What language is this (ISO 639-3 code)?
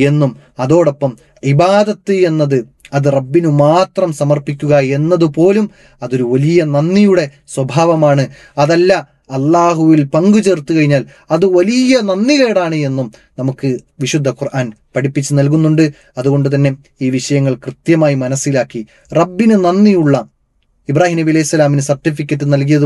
mal